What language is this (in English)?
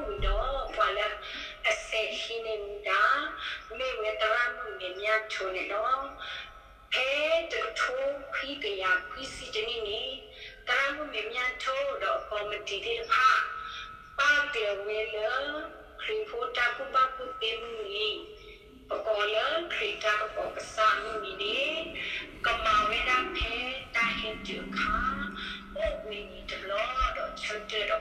S'gaw Karen